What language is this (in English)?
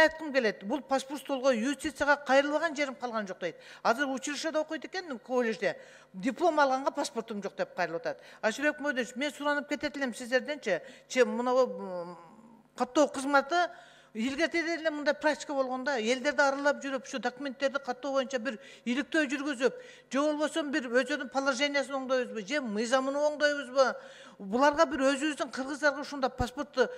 Kyrgyz